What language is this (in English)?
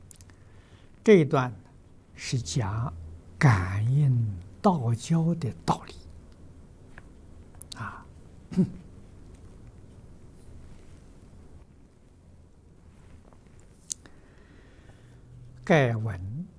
Chinese